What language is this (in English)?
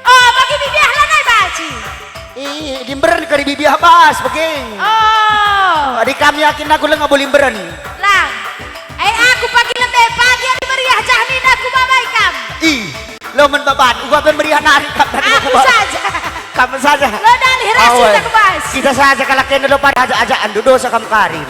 Batak Karo